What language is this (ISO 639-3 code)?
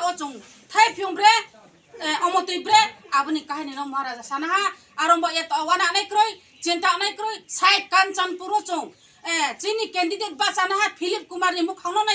ria